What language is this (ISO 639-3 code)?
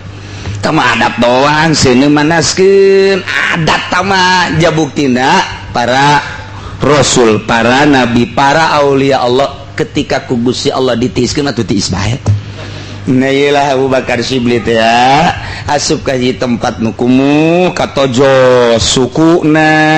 sun